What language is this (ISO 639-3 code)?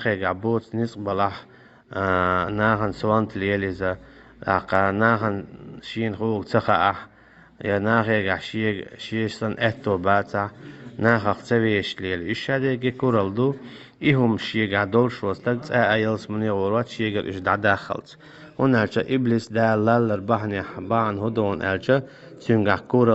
che